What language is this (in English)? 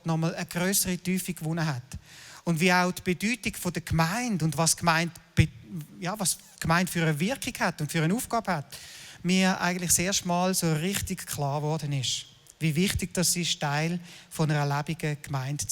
Swiss German